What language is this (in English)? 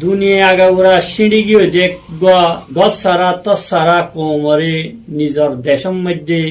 Rohingya